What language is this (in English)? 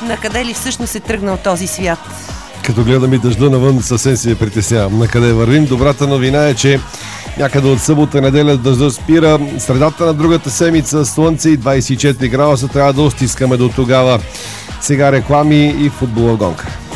Bulgarian